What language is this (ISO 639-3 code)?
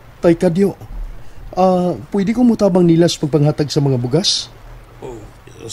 ceb